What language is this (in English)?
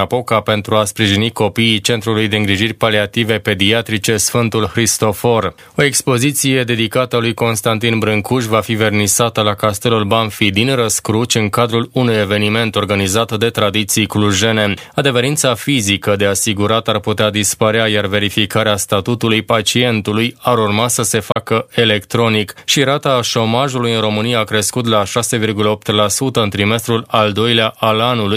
Romanian